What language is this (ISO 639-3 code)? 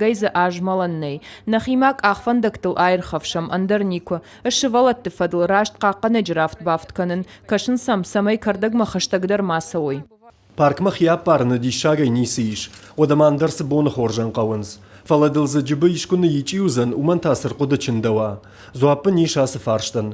oss